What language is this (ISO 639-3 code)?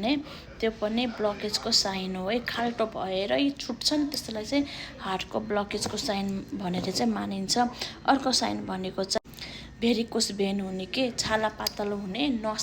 nep